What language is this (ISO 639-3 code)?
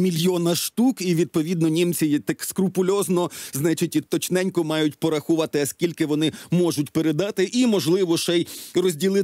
ukr